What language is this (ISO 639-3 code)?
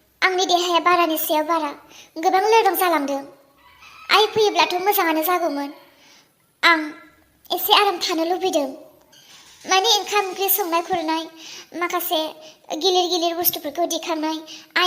brx